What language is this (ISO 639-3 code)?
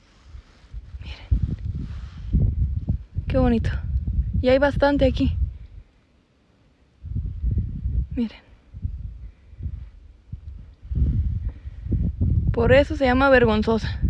spa